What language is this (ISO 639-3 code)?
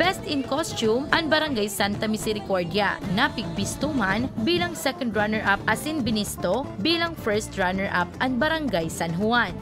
bik